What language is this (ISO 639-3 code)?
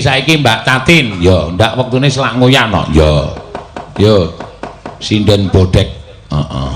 jav